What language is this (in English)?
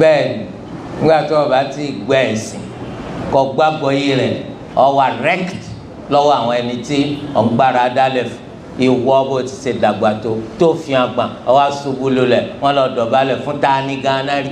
Yoruba